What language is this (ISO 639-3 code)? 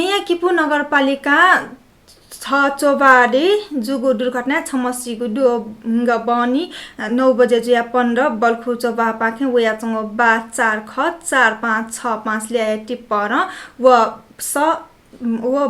new